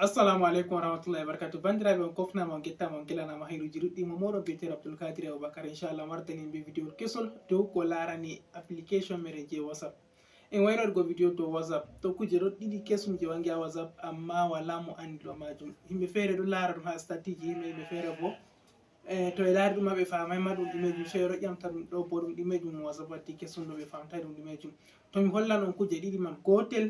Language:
Fula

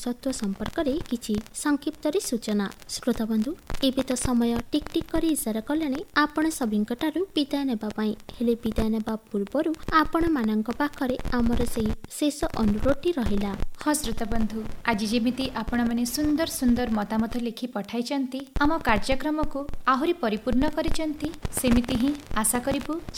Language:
Odia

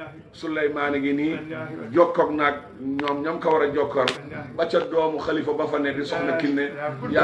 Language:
Wolof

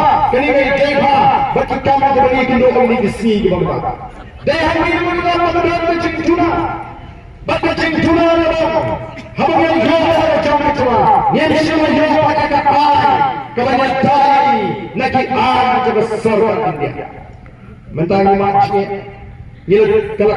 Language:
Khasi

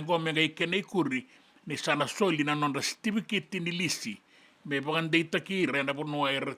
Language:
Fijian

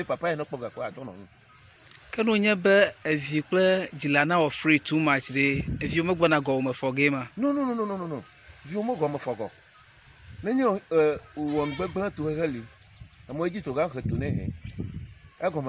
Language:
Ewe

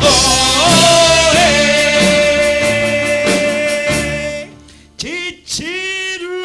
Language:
Neapolitan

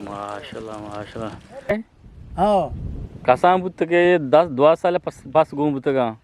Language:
Eastern Balochi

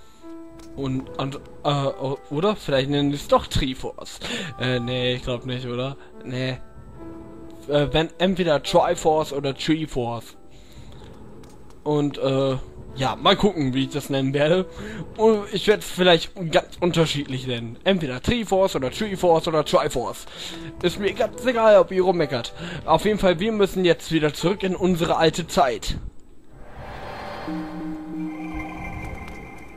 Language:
German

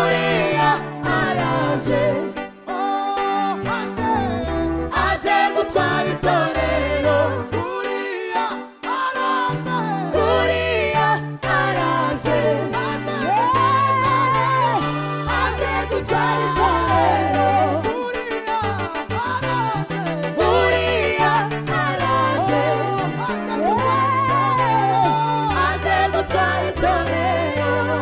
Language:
Kinyarwanda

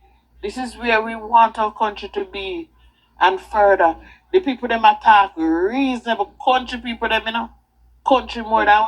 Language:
Jamaican Creole English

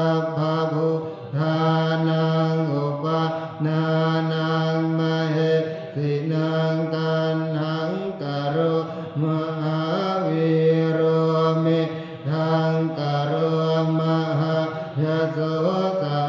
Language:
Pali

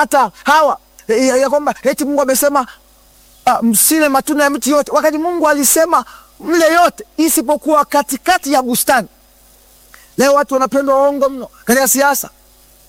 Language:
Swahili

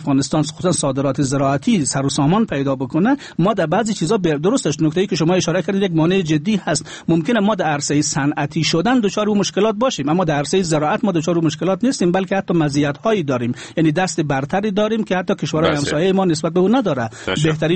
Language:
Persian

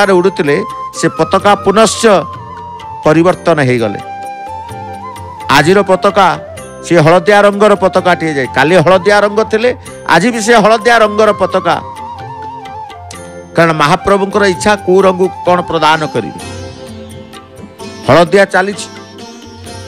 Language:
Odia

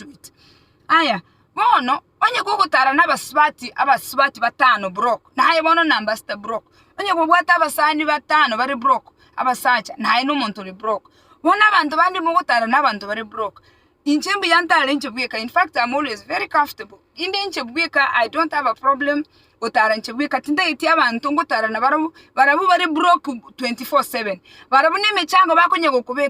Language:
Gusii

